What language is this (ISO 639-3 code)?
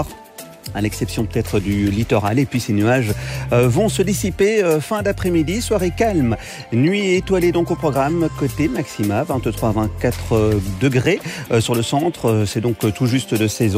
fra